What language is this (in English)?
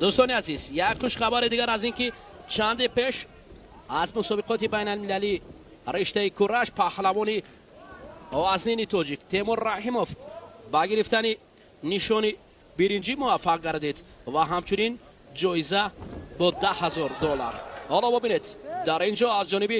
Tajik